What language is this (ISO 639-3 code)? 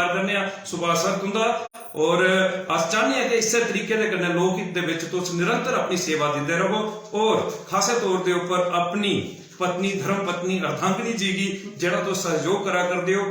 doi